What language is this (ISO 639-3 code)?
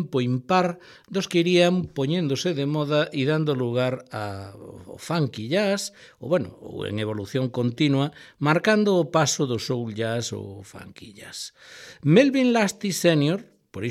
glg